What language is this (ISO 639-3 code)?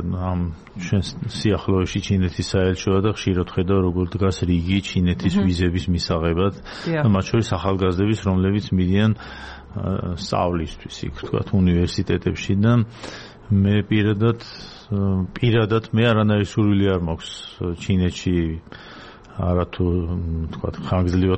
kat